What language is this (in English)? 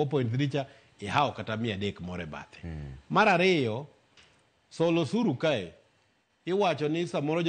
Luo (Kenya and Tanzania)